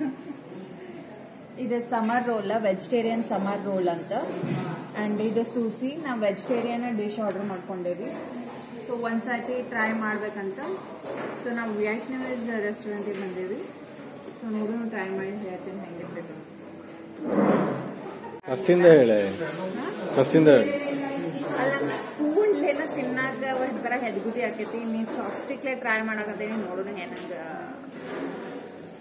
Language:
Kannada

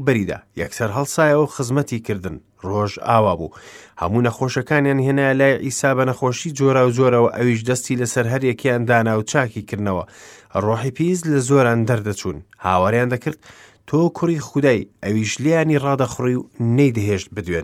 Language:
Central Kurdish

